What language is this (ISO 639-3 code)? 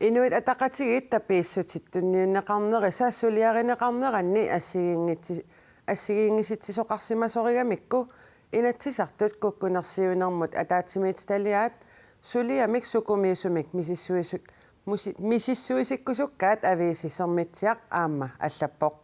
kal